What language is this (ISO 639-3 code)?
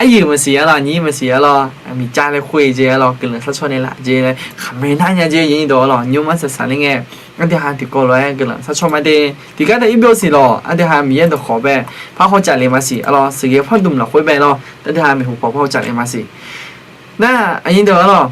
ahk